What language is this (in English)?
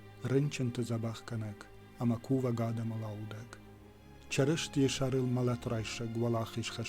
Ossetic